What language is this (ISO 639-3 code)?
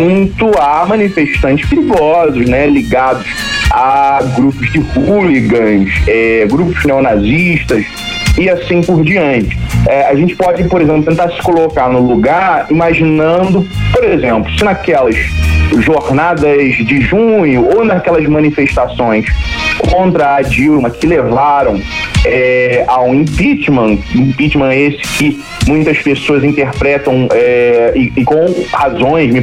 por